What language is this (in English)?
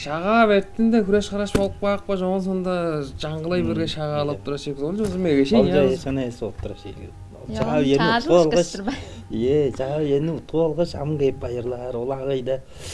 Tuvinian